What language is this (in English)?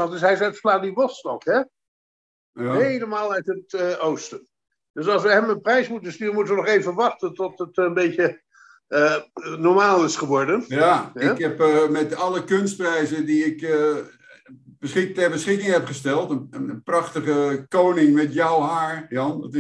Dutch